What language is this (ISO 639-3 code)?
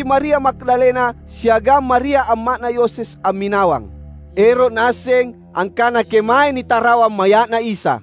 mak